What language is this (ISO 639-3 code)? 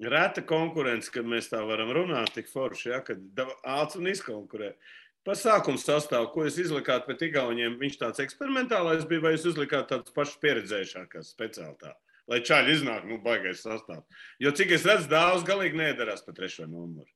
lav